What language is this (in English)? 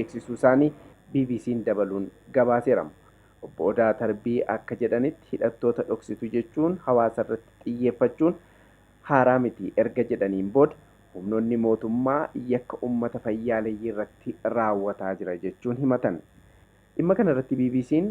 Oromo